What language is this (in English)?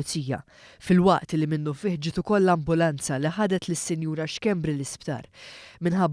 Maltese